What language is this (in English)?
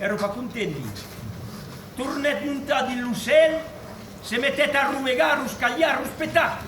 Occitan